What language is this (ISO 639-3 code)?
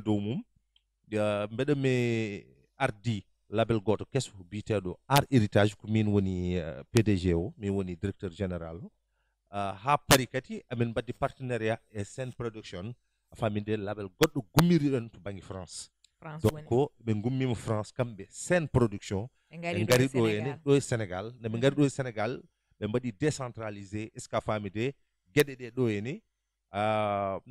ful